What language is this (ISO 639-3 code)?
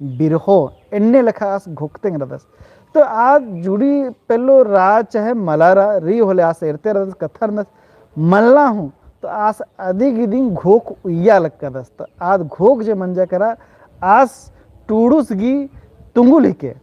kru